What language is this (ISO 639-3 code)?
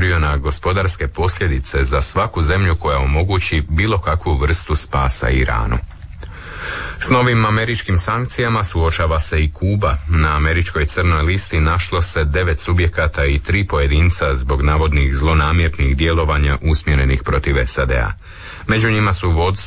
hrv